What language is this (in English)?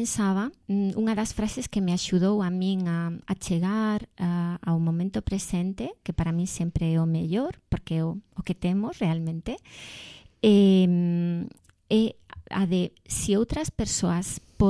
Galician